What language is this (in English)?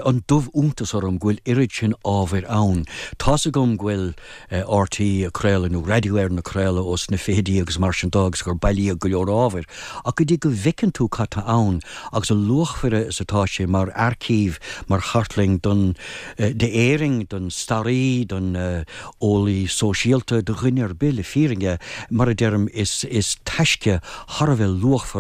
Irish